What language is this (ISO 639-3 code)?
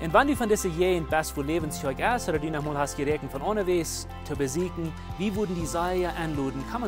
pdt